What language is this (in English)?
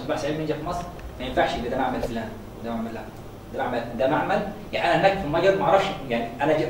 Egyptian Arabic